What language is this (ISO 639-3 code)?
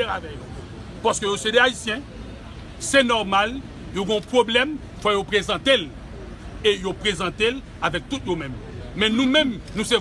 hat